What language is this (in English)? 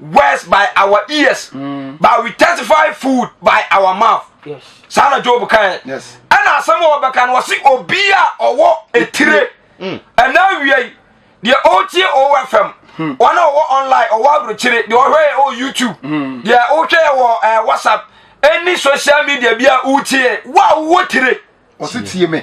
Akan